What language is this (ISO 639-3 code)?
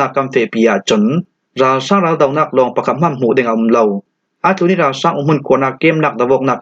cfm